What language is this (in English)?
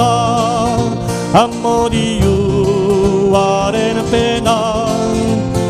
Basque